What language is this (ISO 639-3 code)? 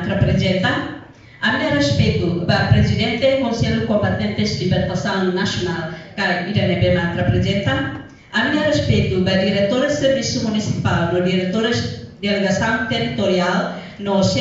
tet